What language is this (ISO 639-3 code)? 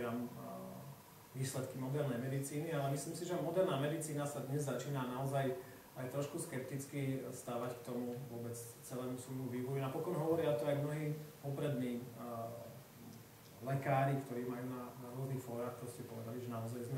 slk